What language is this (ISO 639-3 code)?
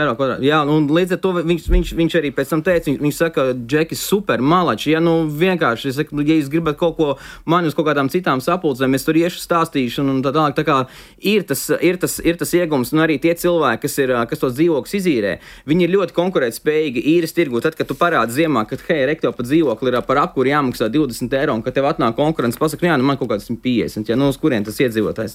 lav